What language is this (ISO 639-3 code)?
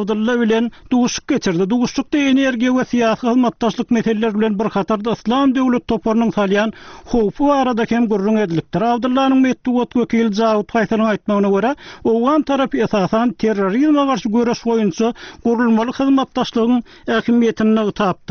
tuk